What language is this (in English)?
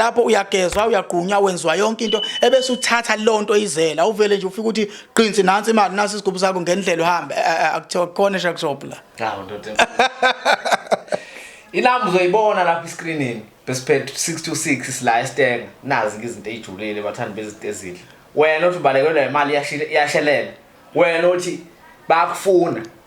Zulu